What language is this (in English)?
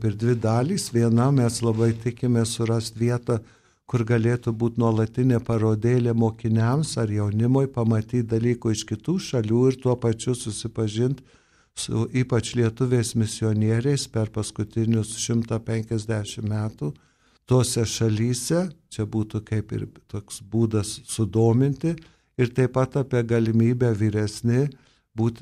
Lithuanian